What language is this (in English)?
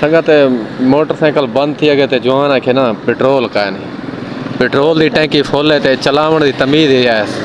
Saraiki